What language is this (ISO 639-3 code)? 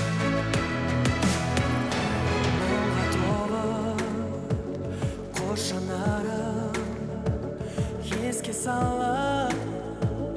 kaz